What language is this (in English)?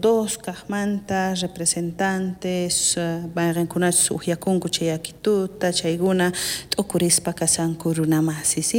South Bolivian Quechua